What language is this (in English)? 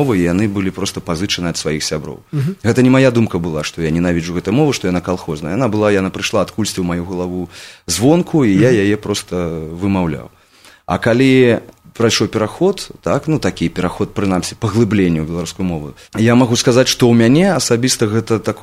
Belarusian